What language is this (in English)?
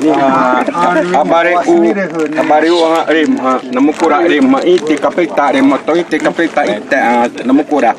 Xavánte